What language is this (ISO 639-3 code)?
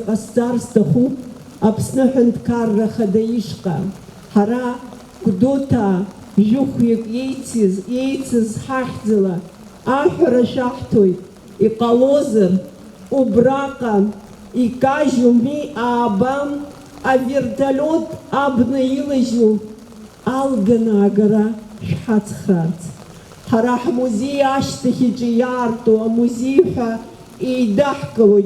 abk